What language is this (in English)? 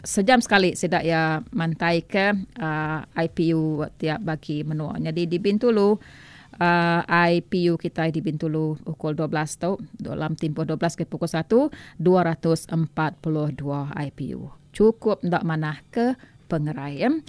Iban